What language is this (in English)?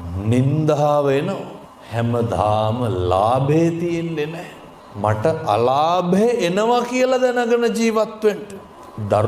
Sinhala